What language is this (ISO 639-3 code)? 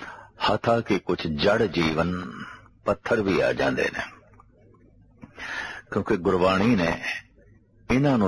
pan